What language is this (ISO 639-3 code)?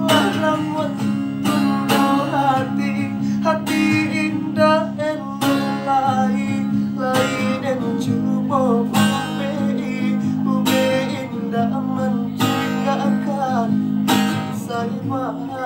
min